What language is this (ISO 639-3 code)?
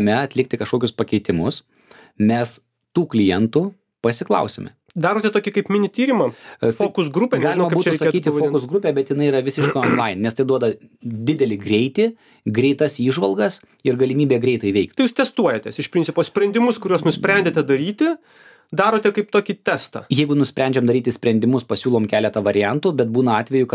lit